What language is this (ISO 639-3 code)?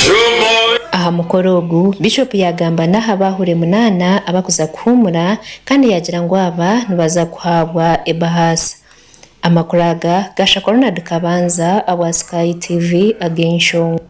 nyn